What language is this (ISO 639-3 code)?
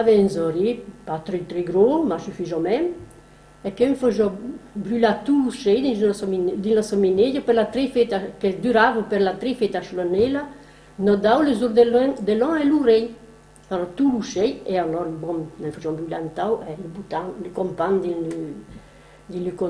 oci